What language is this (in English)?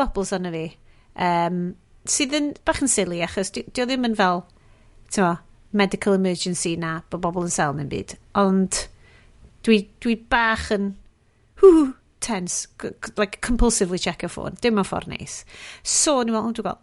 Welsh